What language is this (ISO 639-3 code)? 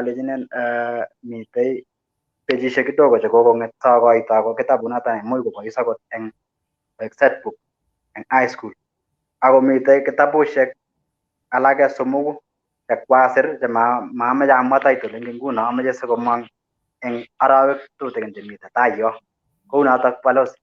kln